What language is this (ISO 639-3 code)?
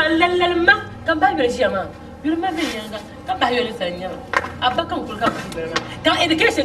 dag